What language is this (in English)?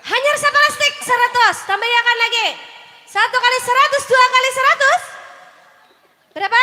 Banjar